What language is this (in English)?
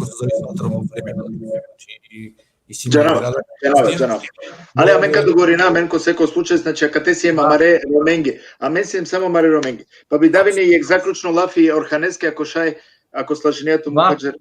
Balkan Romani